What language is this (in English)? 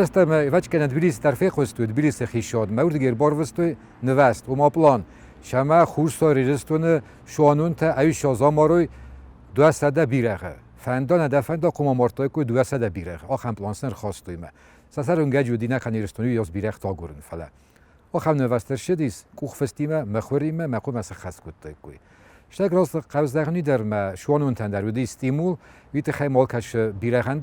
Ossetic